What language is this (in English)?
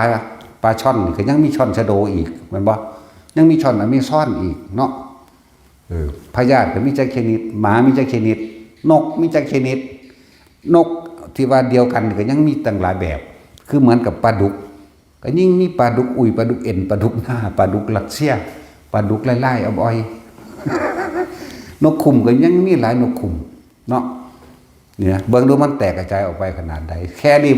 Northeastern Thai